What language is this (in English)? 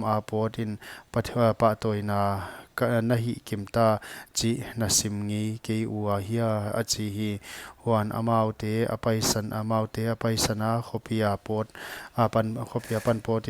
Paite Chin